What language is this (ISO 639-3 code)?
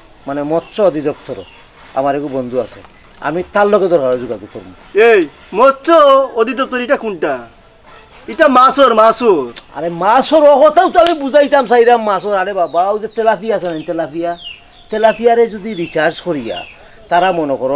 syl